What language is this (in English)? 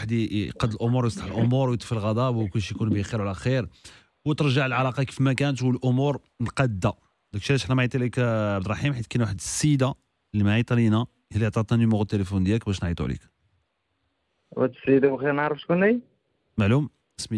Moroccan Arabic